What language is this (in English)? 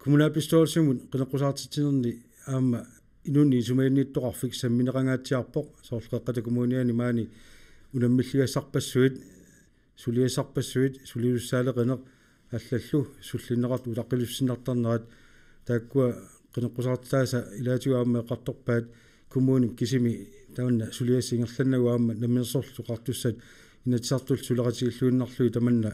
Kalaallisut